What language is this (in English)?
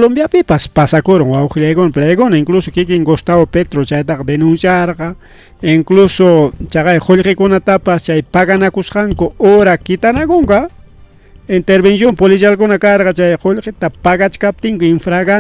Ayacucho Quechua